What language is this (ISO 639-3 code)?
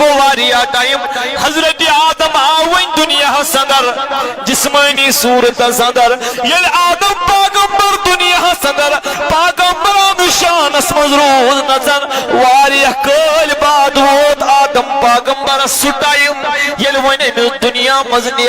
kas